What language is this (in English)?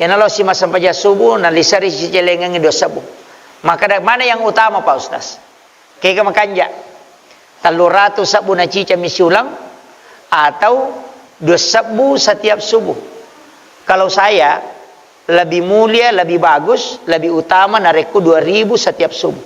Buginese